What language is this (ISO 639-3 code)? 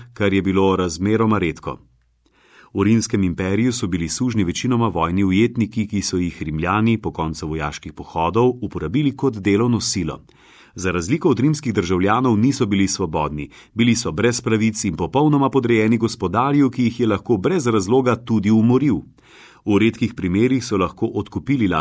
slv